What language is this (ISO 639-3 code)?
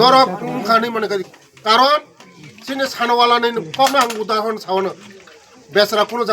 trp